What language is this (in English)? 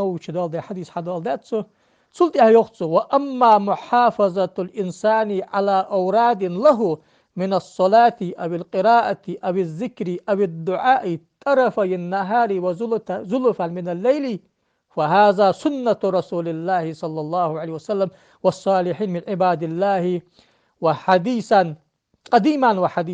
Ingush